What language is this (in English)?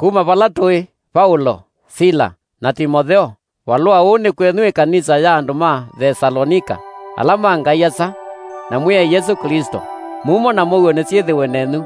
Kamba